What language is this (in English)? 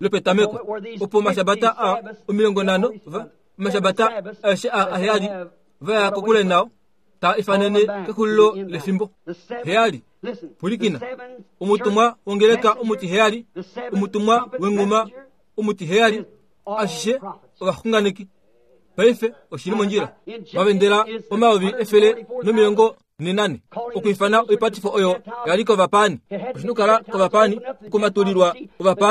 Kuanyama